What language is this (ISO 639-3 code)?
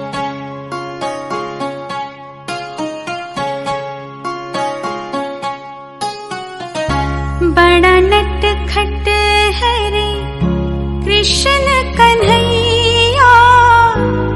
mar